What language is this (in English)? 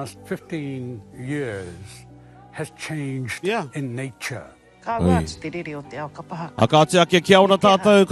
Māori